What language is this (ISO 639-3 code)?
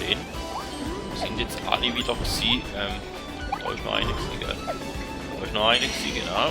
gsw